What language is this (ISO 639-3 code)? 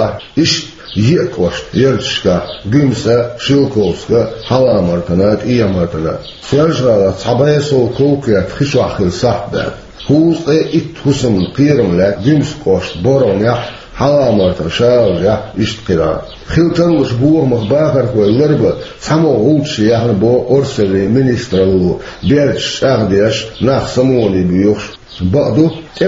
che